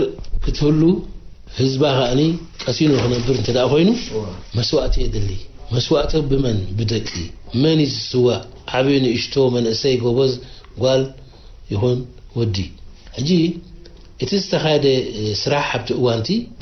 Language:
Tigrinya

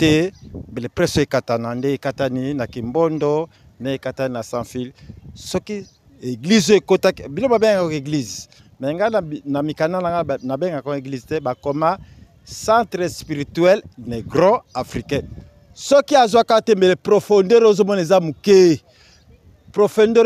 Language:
Lingala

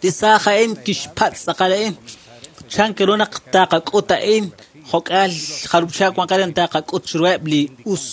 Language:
Kekchí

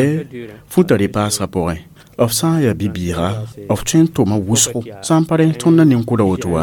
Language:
Mossi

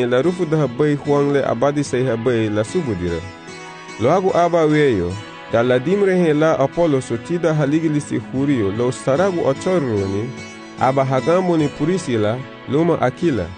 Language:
Garifuna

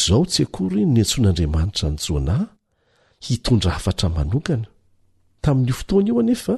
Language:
Malagasy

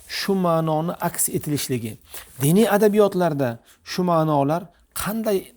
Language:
Uzbek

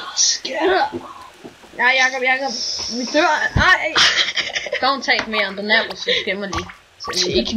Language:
Danish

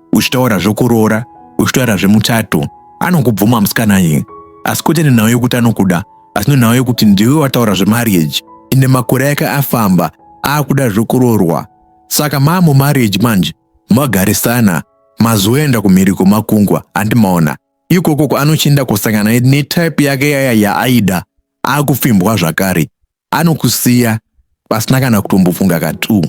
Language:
Shona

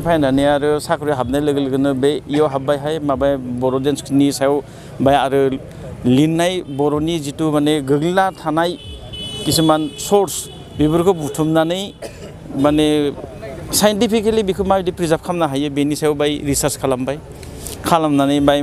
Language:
Bodo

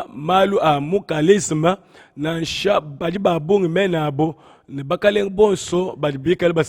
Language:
Luba-Lulua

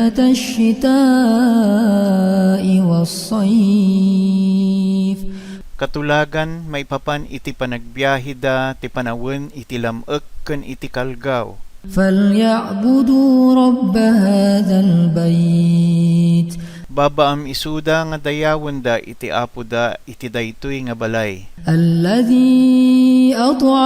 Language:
Iloko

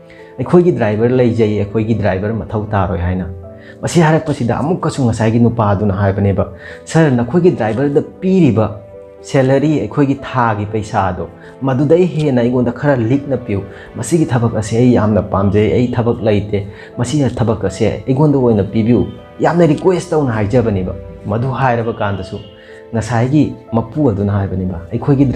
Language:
Manipuri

